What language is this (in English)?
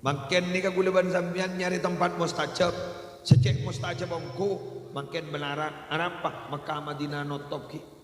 Madurese